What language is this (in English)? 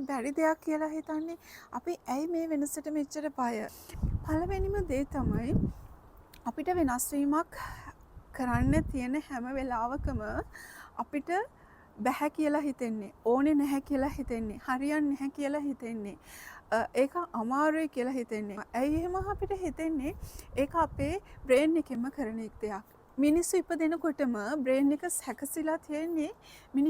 Sinhala